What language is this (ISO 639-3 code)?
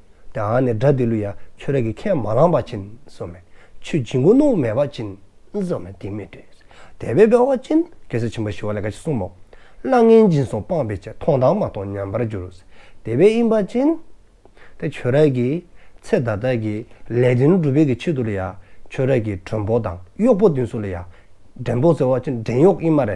dzo